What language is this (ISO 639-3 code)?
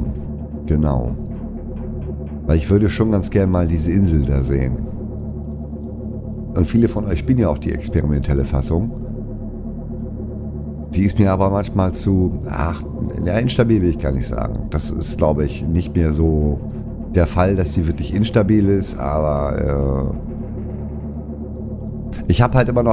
deu